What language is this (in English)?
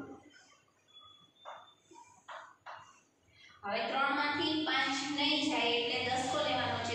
Gujarati